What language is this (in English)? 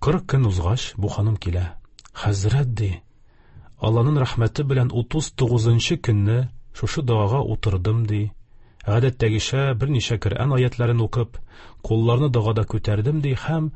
Tatar